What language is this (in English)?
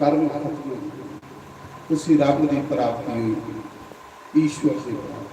Dogri